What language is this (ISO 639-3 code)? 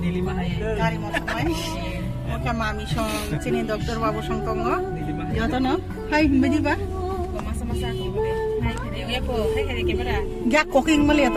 trp